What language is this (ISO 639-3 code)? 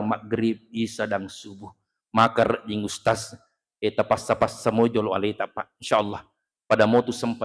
bug